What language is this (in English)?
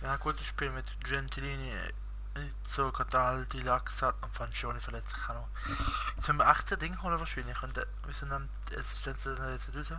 Swiss German